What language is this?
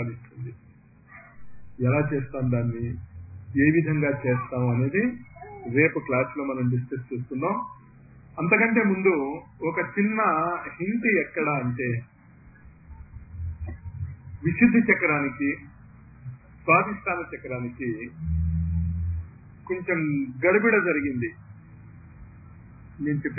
Telugu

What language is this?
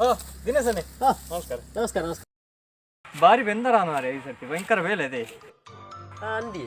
Tulu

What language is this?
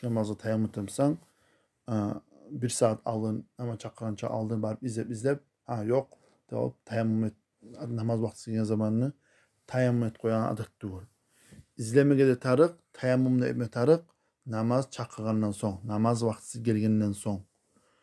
Kumyk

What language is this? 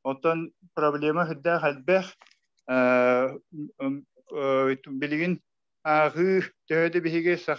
Yakut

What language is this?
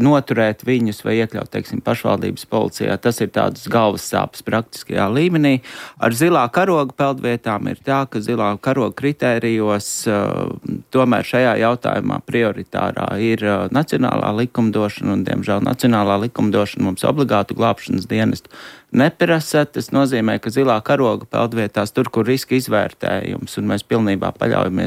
Latvian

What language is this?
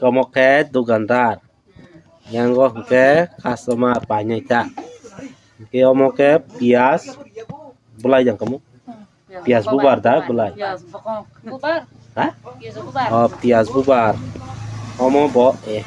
Kok Borok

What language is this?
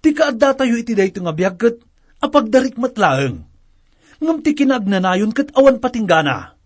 Iloko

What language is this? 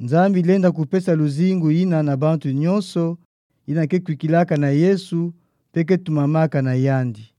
Kituba (Democratic Republic of Congo)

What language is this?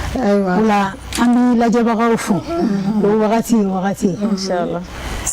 Bambara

